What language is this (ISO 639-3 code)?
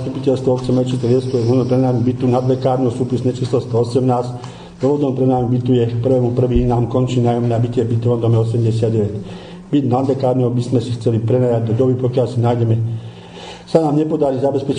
slk